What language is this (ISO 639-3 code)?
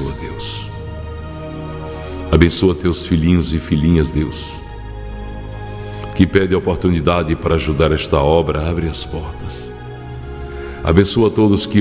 por